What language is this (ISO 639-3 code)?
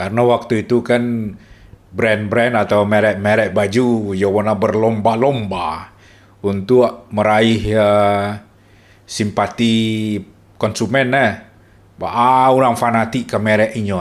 min